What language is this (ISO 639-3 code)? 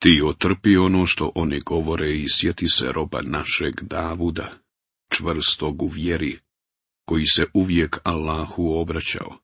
bos